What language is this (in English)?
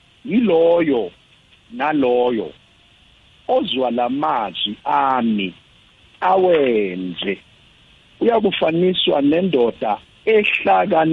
South Ndebele